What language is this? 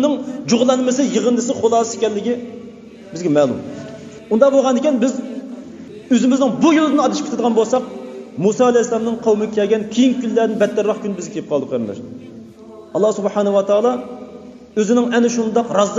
Uyghur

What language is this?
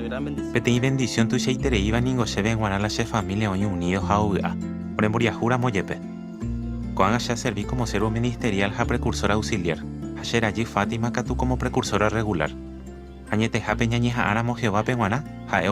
Guarani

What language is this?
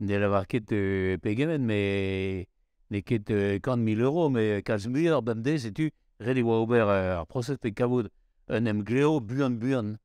Breton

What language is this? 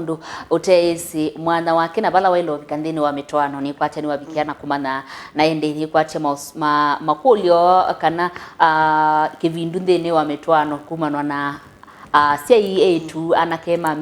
Kamba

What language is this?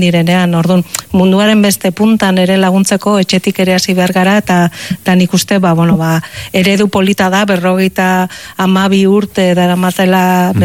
Basque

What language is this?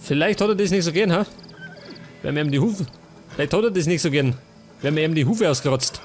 Bavarian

